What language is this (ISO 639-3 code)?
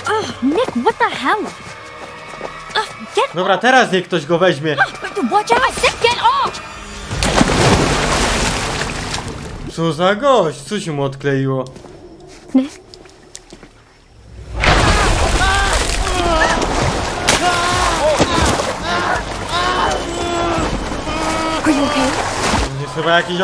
pol